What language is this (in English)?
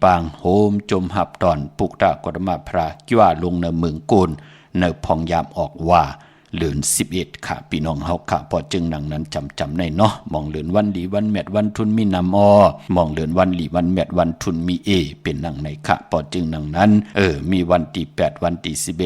Shan